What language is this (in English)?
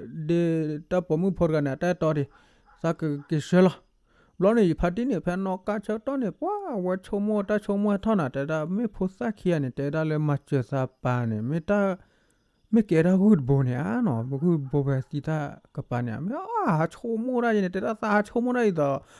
S'gaw Karen